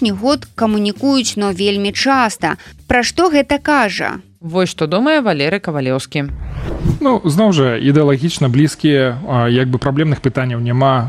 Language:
Belarusian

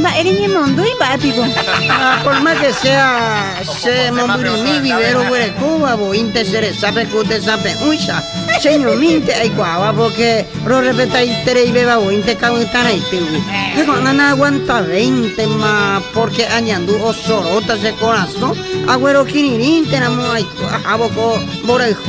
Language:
Guarani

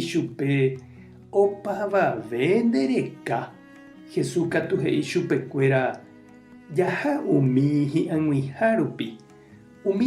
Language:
Guarani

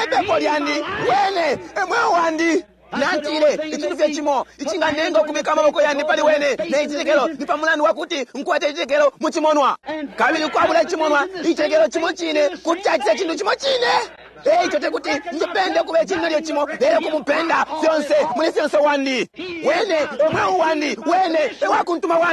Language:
Bemba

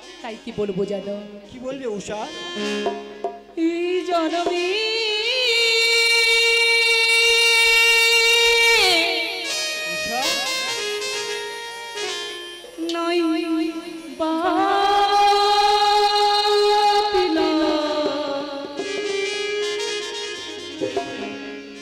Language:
Bangla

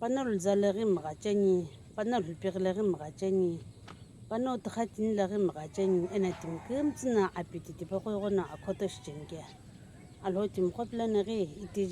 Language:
Sumi Naga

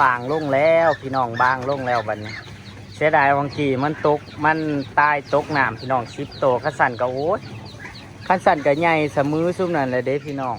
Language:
Northeastern Thai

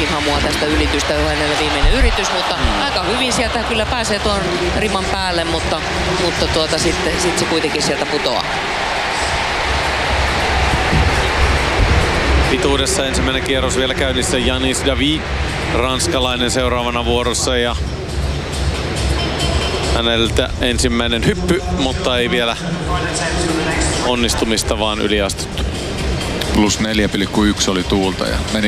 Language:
Finnish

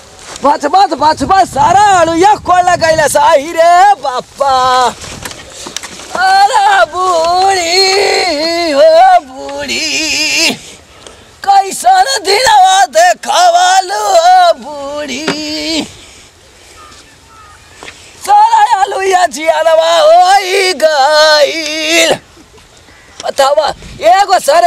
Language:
Bhojpuri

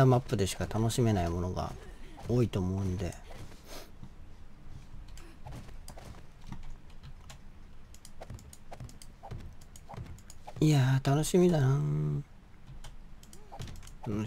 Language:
Japanese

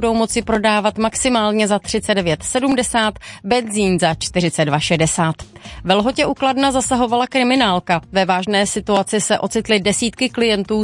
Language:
Czech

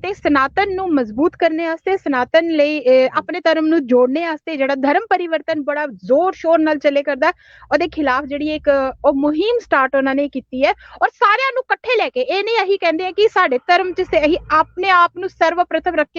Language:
Dogri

